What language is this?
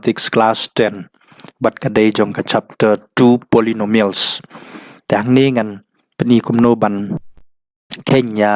Khasi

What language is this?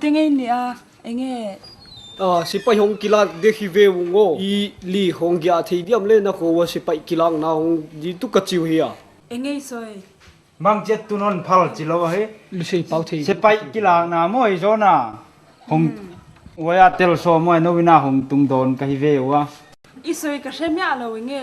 Tedim Chin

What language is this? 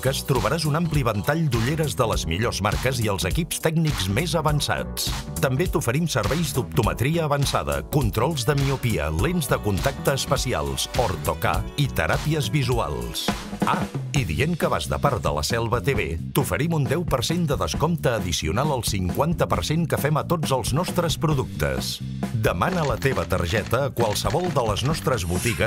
Catalan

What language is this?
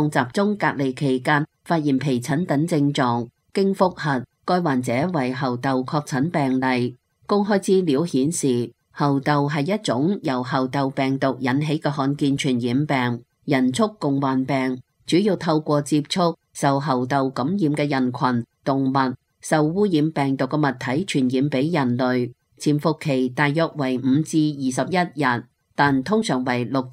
Cantonese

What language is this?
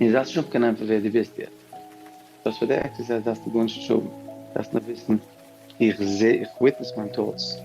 Yiddish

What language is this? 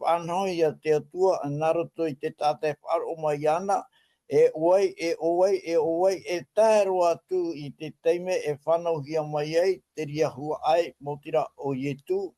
Tahitian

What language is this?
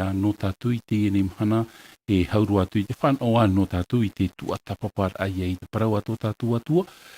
Tahitian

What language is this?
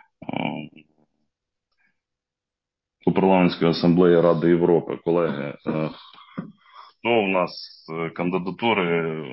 Ukrainian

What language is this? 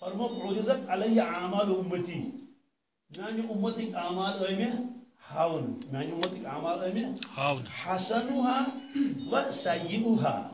Kashmiri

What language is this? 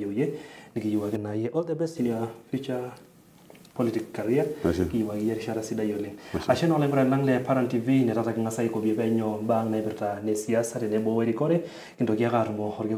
Masai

